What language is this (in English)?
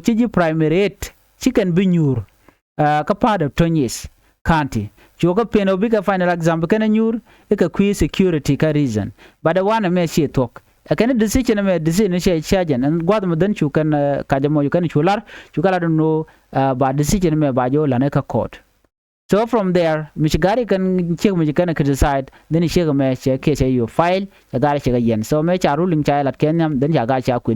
Nuer